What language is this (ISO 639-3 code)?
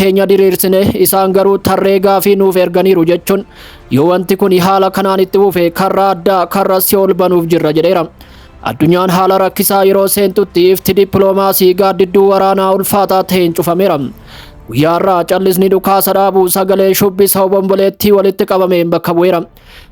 orm